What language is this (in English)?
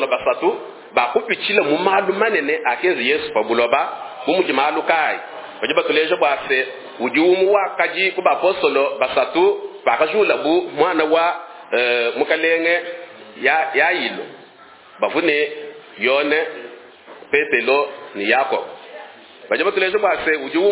Luba-Lulua